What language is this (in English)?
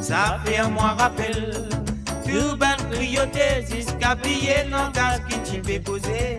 Morisyen